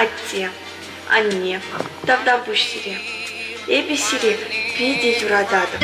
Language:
Chuvash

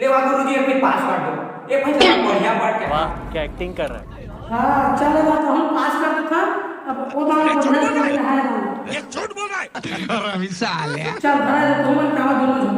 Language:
Chhattisgarhi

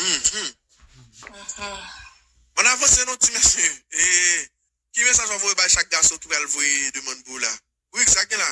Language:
Haitian Creole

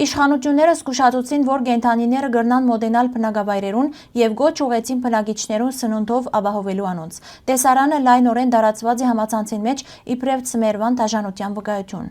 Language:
Western Armenian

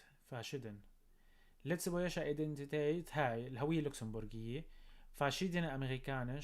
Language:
North Levantine Arabic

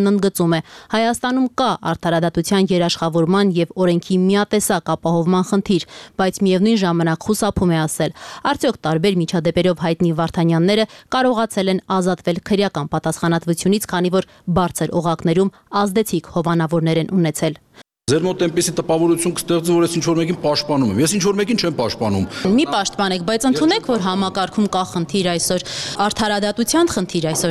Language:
Armenian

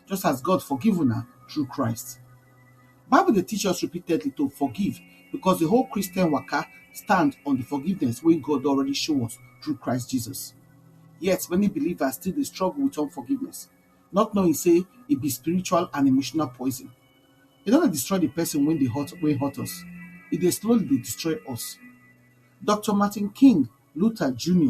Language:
Nigerian Pidgin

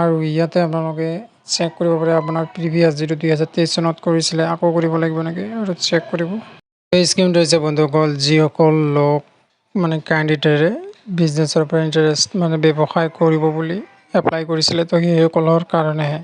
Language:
Assamese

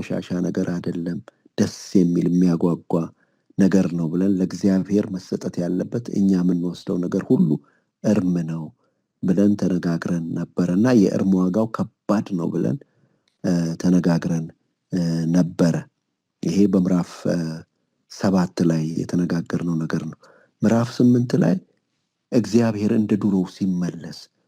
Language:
Amharic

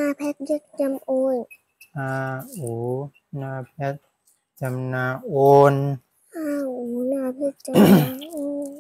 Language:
Shan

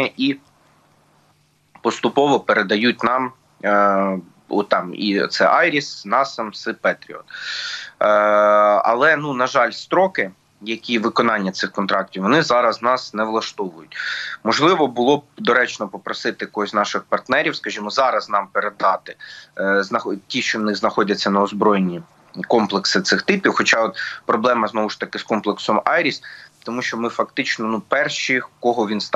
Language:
Ukrainian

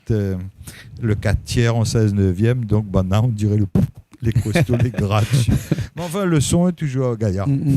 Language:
Réunion Creole French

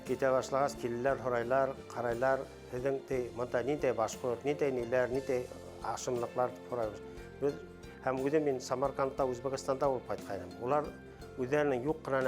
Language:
Bashkir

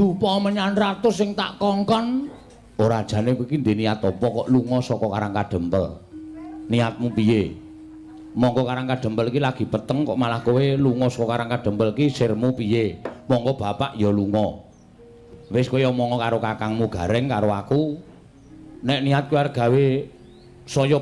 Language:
Javanese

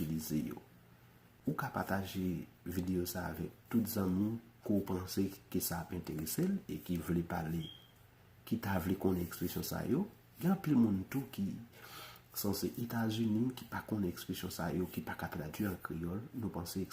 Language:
Haitian Creole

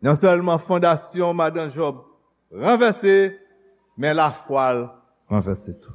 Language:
Haitian Creole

